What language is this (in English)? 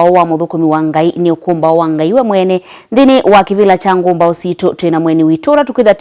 Kamba